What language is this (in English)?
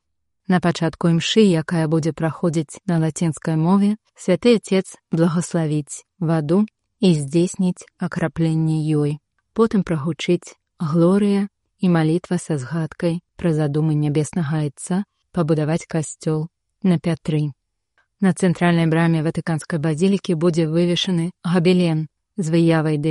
Belarusian